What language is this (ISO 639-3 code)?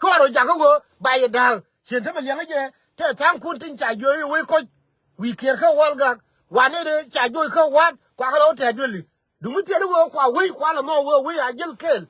nus